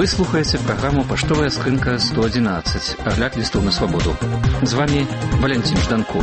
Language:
Belarusian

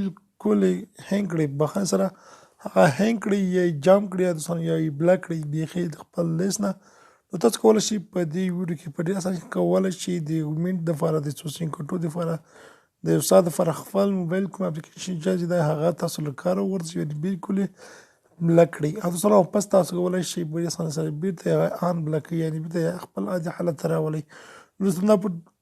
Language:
Pashto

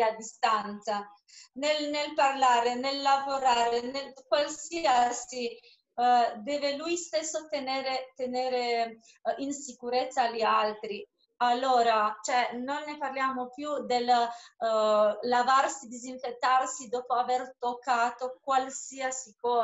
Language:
Italian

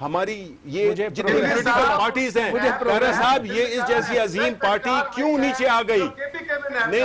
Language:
Urdu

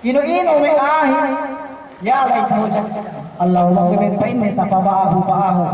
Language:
Yakan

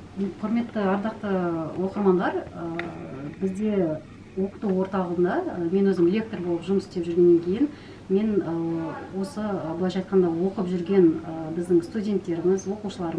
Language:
Kazakh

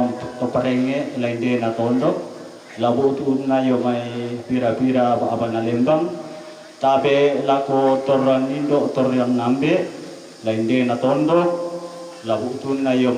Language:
Toraja-Sa'dan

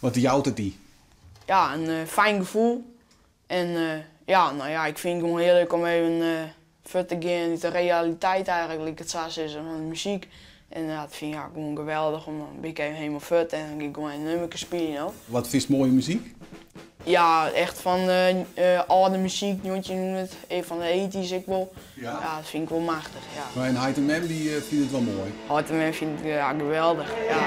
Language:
Western Frisian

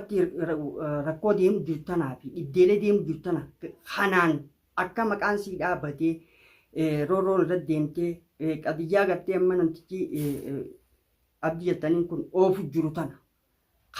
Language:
Oromo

